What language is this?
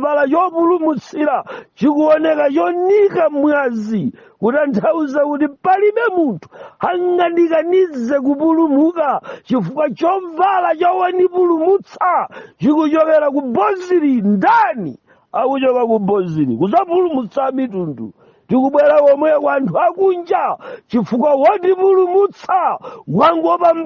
Nyanja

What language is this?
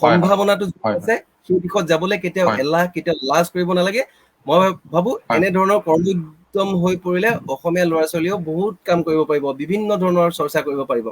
Assamese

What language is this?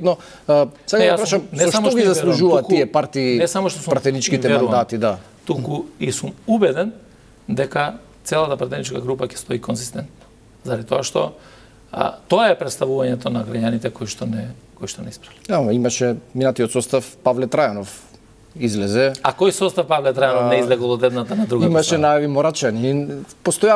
Macedonian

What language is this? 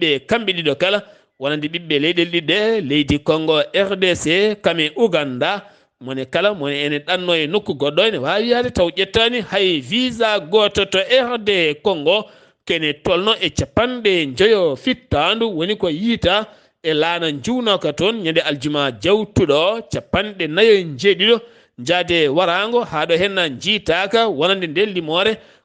Fula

